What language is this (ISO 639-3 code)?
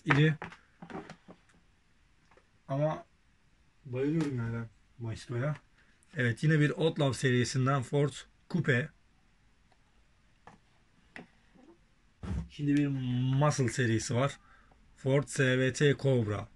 tur